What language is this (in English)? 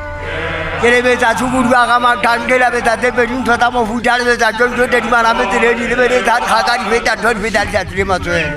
Southern Sotho